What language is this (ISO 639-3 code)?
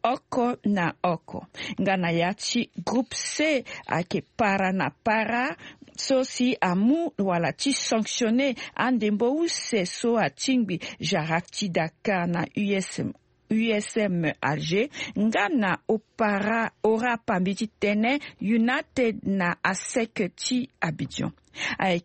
sag